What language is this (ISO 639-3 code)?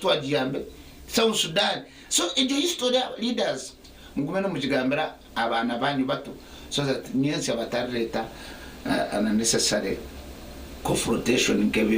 nyn